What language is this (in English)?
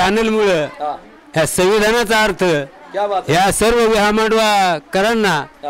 Marathi